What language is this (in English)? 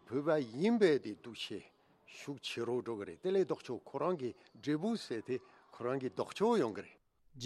Tibetan